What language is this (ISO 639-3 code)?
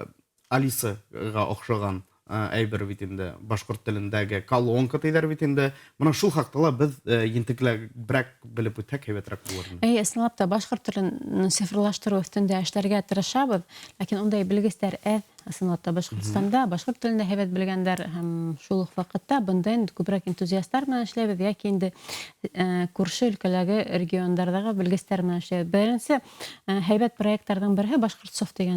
bak